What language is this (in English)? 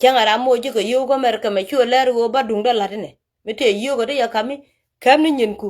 Nuer